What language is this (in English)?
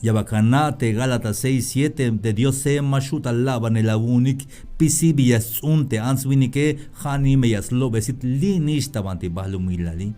Tzeltal